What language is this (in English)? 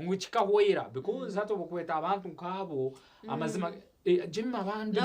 Nyankole